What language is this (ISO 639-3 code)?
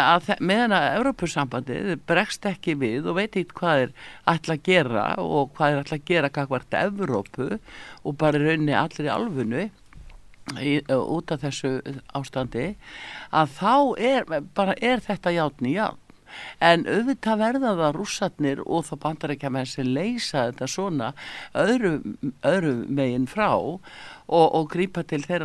isl